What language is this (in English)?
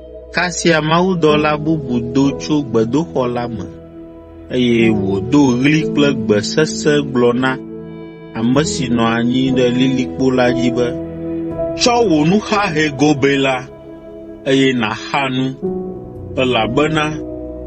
Ewe